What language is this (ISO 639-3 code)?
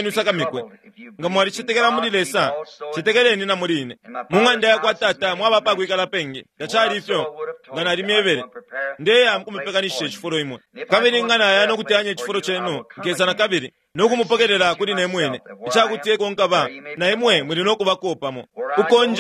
bem